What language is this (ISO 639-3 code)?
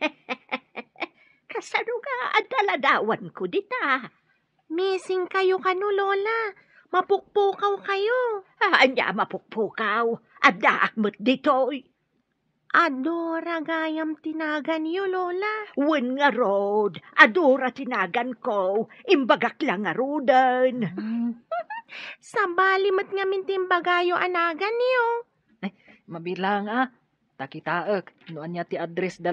ilo